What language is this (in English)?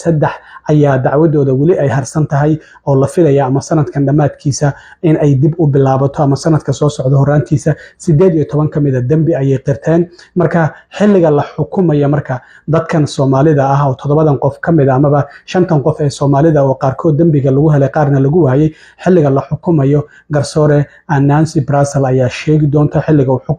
Somali